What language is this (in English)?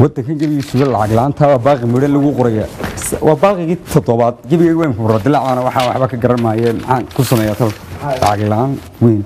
Somali